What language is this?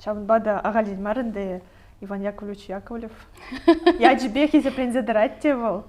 Chuvash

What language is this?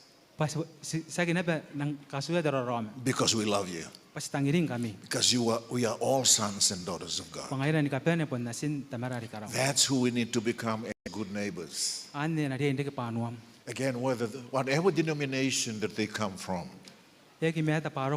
Gilbertese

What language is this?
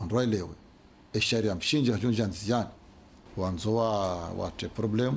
Ngazidja Comorian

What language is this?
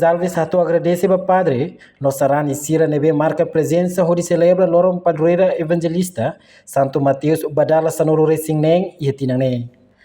Tetum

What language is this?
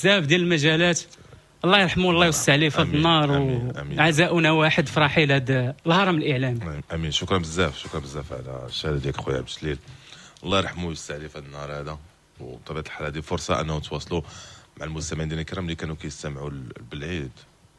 Moroccan Arabic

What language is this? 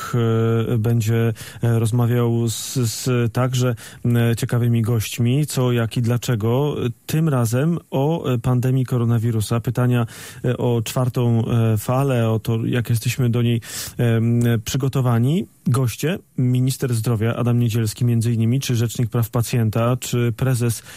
Polish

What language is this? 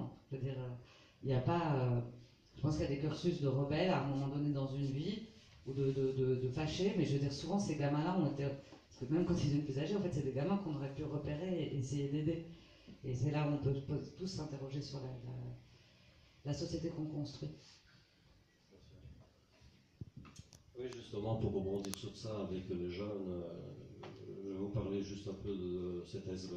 French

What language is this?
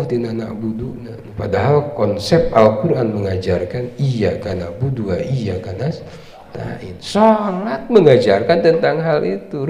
Sundanese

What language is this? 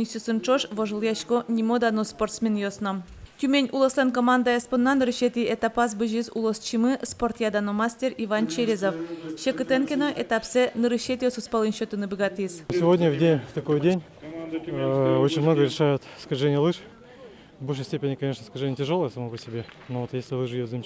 Udmurt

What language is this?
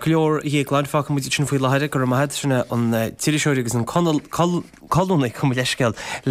Irish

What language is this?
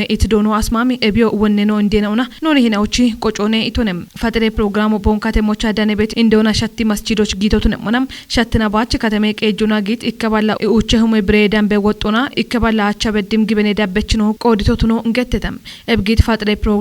Kafa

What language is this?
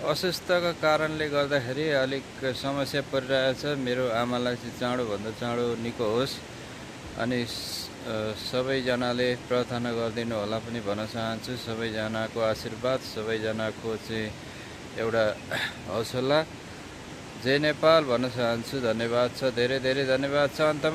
Nepali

